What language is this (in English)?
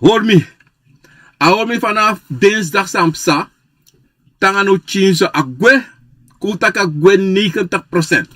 Sranan Tongo